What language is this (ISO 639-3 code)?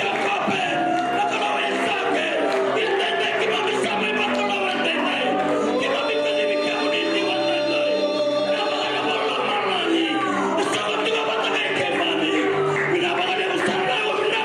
fij